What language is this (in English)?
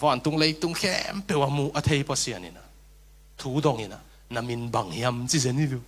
Tedim Chin